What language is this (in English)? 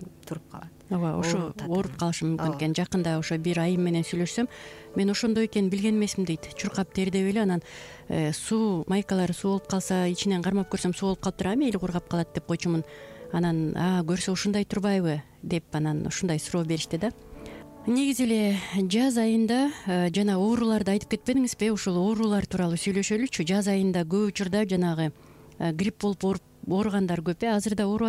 Kyrgyz